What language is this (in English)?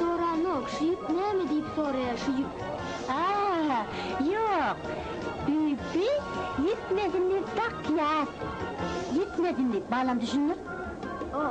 Turkmen